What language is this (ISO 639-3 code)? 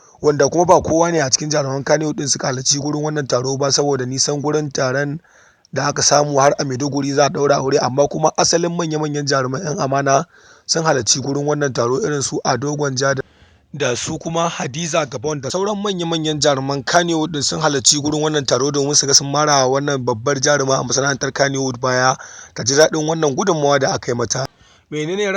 hau